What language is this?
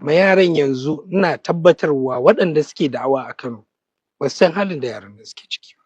Hausa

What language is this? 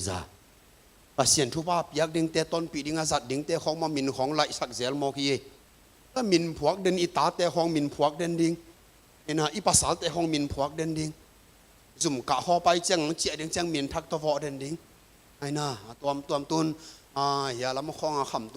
Tedim Chin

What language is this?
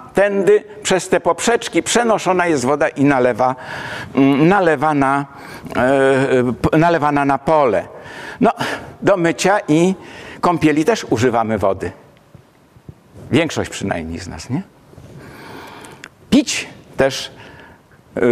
Polish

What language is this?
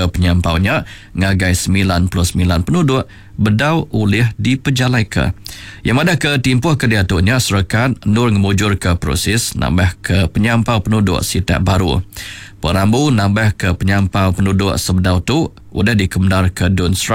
Iban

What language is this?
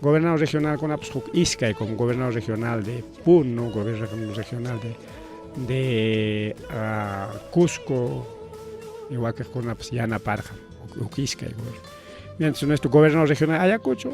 Ayacucho Quechua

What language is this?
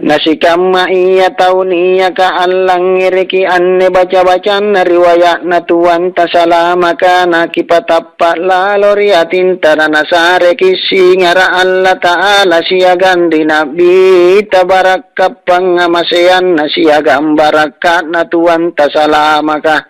Makasar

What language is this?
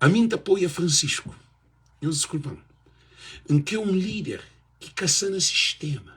Kabuverdianu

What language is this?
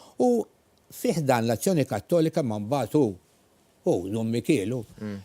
Maltese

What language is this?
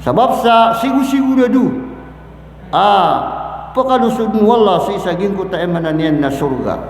Maranao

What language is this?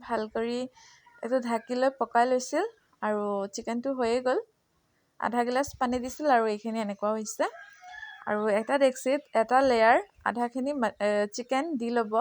Assamese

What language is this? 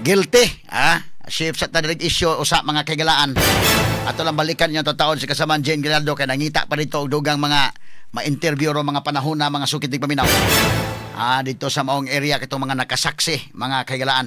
Cebuano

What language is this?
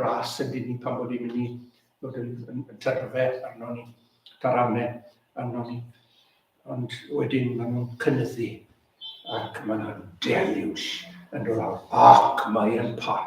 Welsh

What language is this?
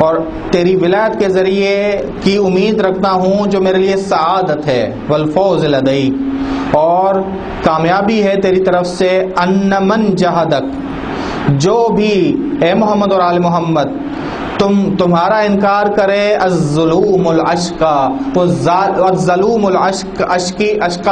Urdu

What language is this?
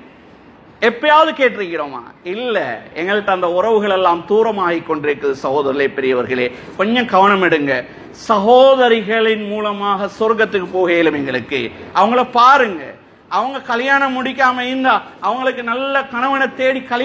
Tamil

